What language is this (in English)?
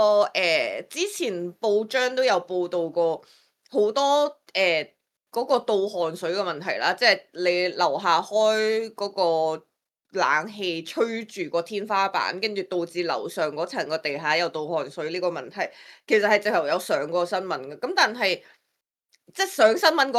Cantonese